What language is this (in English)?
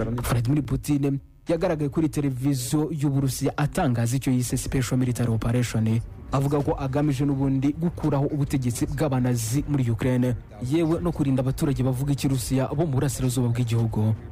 Kinyarwanda